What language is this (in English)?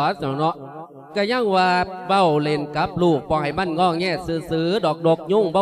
Lao